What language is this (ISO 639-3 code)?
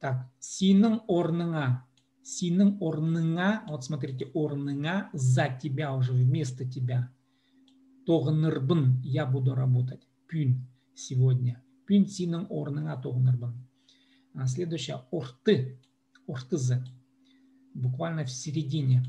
kjh